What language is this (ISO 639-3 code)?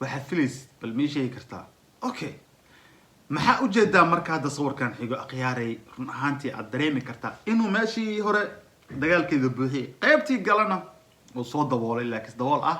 som